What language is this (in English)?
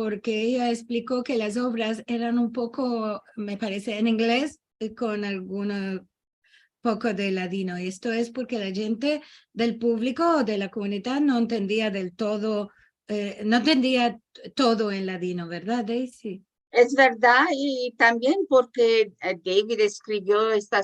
Ladino